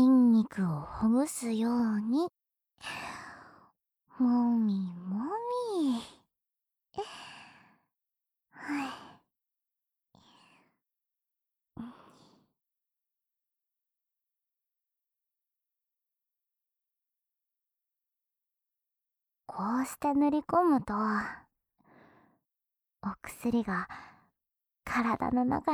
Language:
Japanese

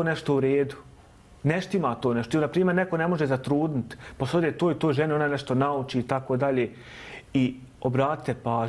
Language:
Bosnian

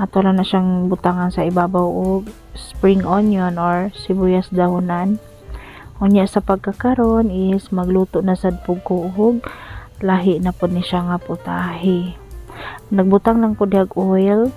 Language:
Cebuano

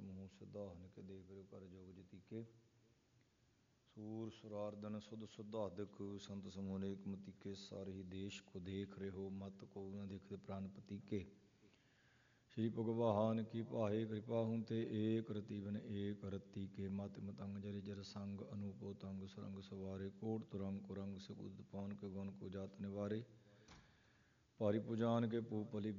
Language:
Punjabi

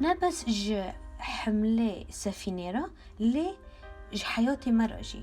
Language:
Kurdish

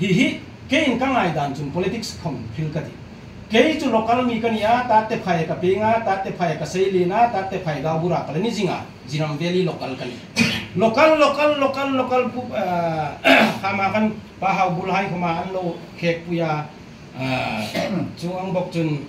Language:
Hmar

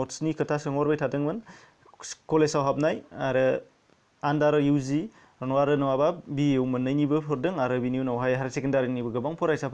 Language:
Bodo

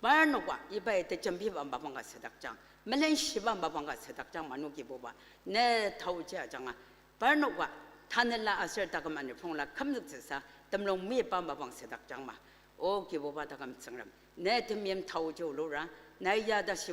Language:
Ao Naga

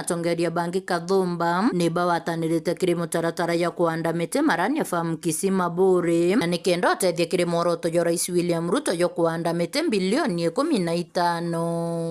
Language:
Meru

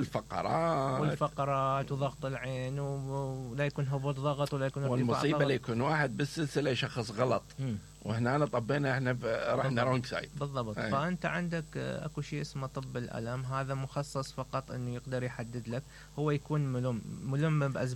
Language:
Mesopotamian Arabic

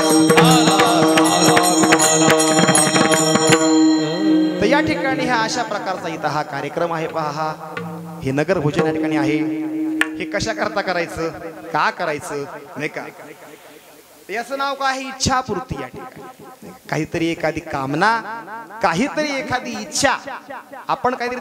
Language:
Marathi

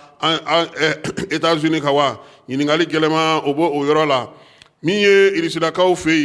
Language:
Bambara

